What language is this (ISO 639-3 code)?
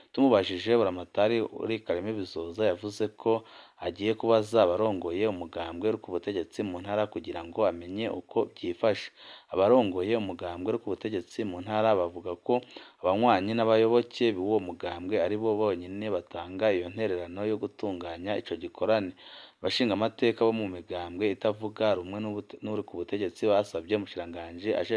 run